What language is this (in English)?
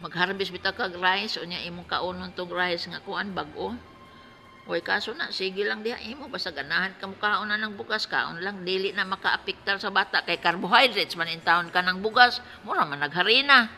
Cebuano